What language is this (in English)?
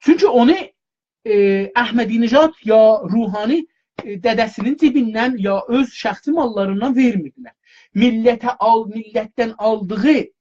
South Azerbaijani